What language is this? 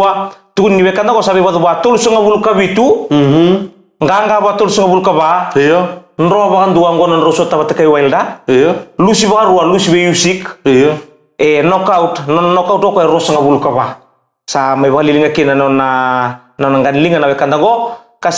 Fijian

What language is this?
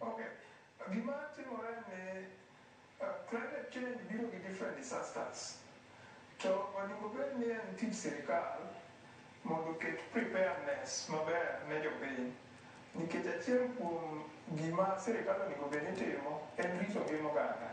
Luo (Kenya and Tanzania)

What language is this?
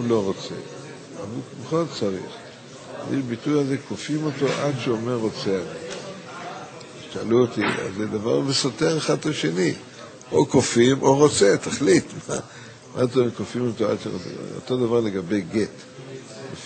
Hebrew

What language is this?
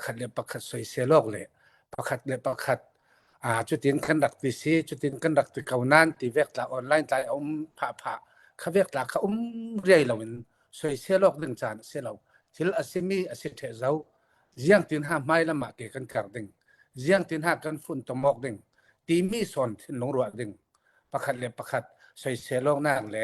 Hakha Chin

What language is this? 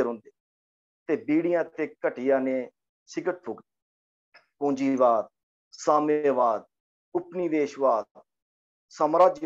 Dogri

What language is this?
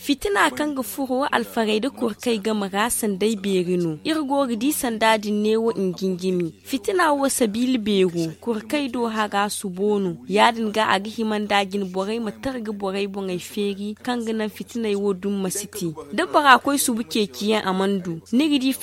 Zarma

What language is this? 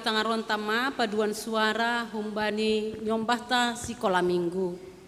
Batak Simalungun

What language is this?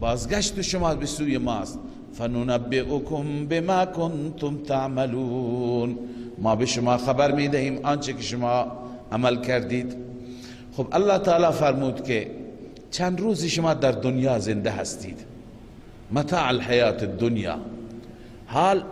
Persian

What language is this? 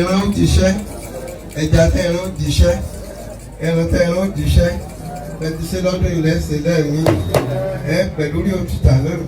Yoruba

